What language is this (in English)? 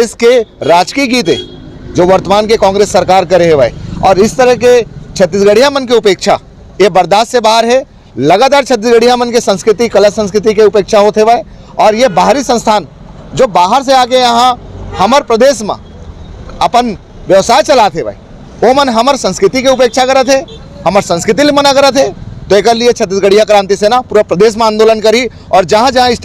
Chhattisgarhi